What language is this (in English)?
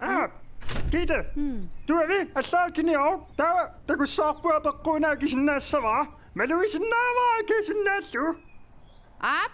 Kalaallisut